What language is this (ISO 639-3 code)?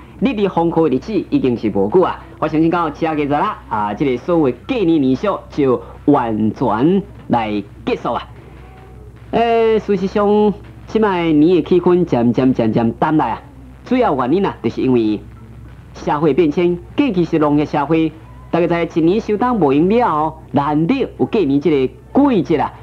nan